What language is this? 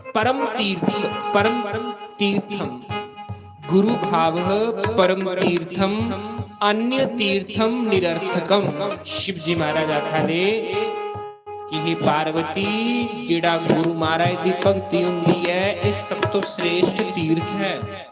Dogri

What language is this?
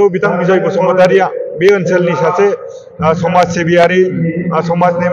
Bodo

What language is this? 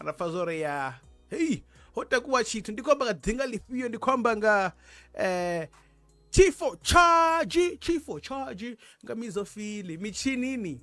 Venda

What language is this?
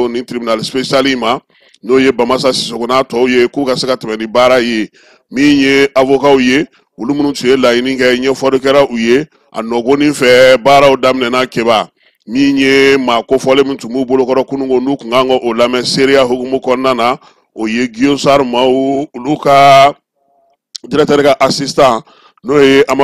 Bambara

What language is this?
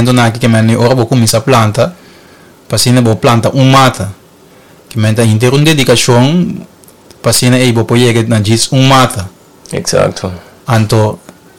Papiamento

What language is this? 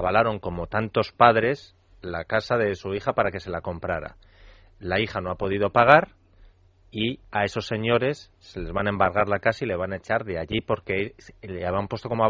Spanish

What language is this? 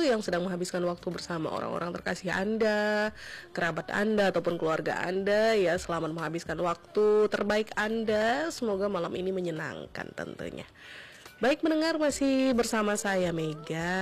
Indonesian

